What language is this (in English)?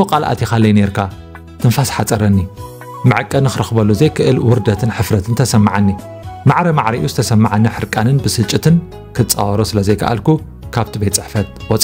Tigrinya